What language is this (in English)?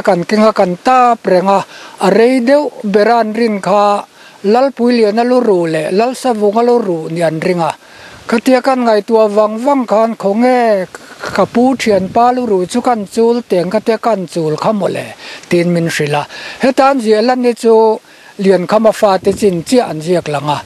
Mizo